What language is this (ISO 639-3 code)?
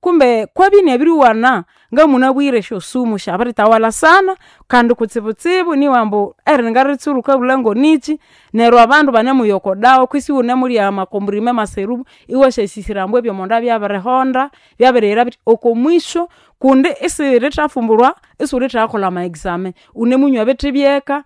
nnb